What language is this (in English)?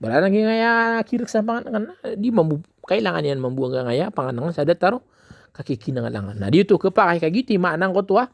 Maranao